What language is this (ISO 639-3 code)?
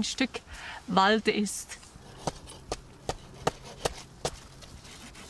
deu